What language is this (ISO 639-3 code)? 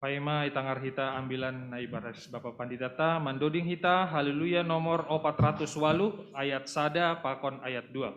bts